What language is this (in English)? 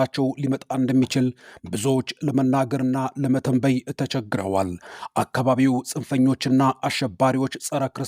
Amharic